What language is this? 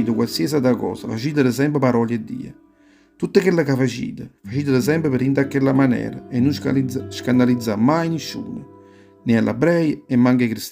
Neapolitan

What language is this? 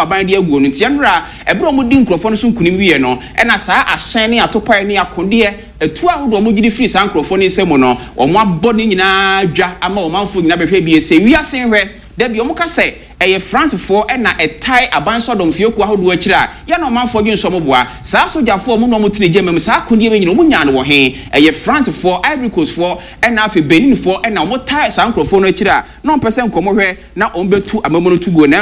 Akan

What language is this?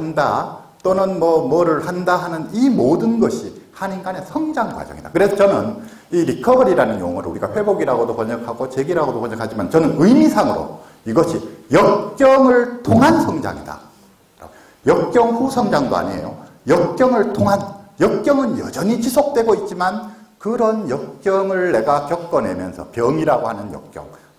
Korean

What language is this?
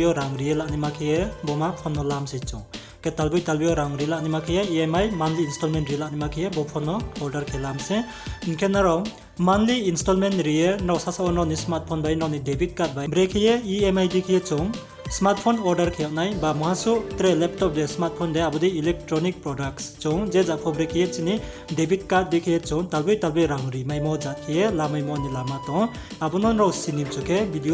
Riang (India)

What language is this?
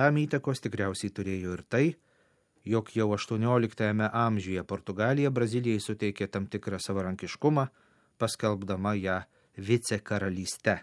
Lithuanian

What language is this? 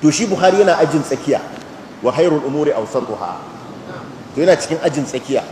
Hausa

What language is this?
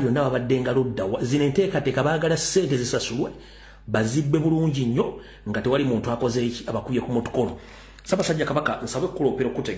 Ganda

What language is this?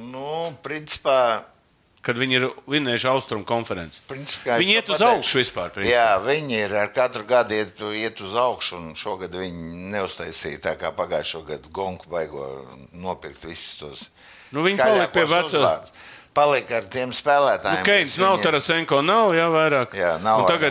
Latvian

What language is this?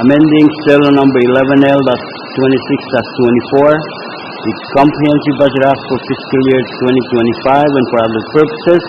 Pohnpeian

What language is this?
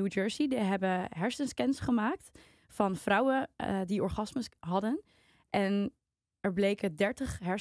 Dutch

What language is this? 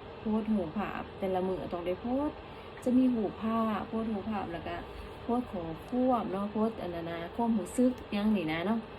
Lao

